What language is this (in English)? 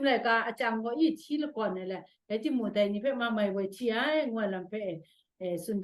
Kachin